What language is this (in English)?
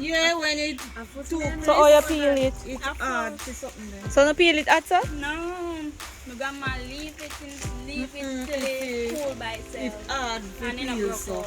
Jamaican Creole English